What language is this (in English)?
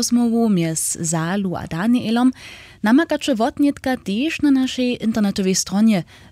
Upper Sorbian